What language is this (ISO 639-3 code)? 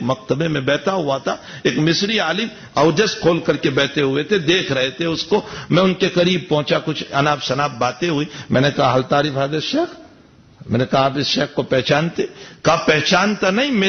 urd